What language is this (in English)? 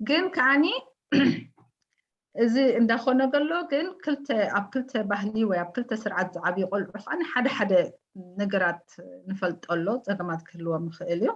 Tigrinya